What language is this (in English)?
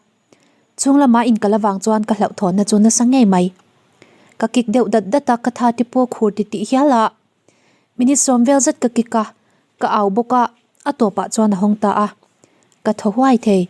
Mizo